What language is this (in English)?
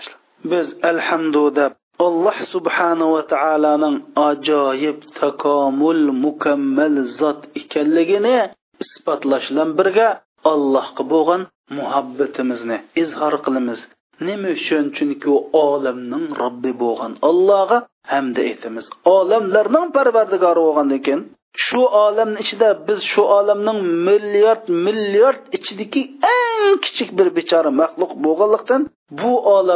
Uyghur